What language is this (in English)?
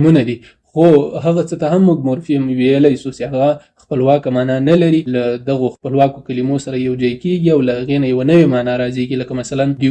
Pashto